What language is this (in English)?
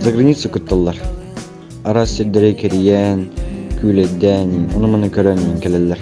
Yakut